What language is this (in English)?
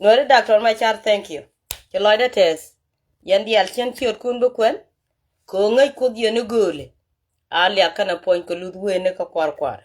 Nuer